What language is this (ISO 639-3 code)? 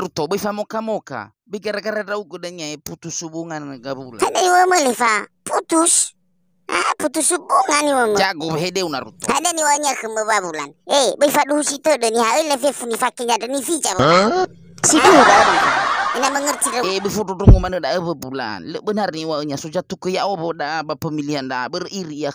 nia